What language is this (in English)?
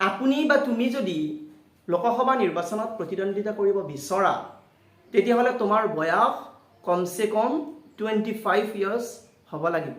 Assamese